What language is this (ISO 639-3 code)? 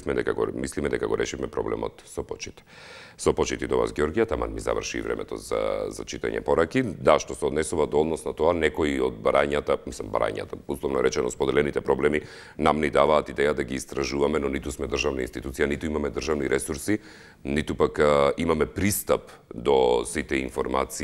mkd